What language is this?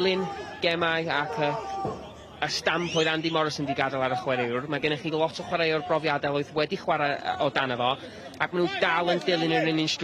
Welsh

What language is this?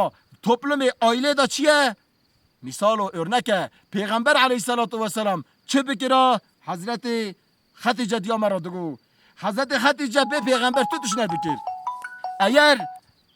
Kurdish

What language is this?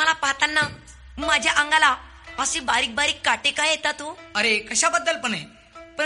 Marathi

